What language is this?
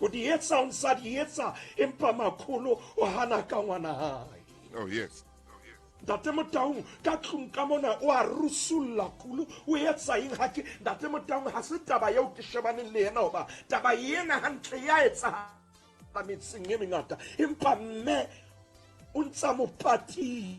Southern Sotho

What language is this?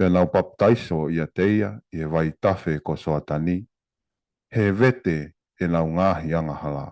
Tongan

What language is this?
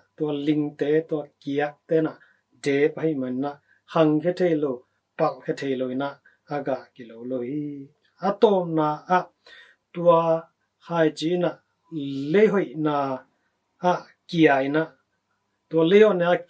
Tedim Chin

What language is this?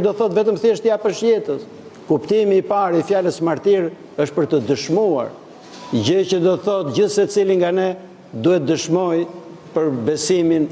Albanian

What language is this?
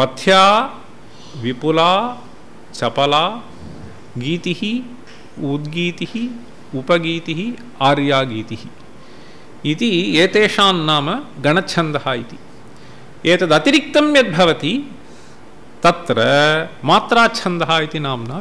Sanskrit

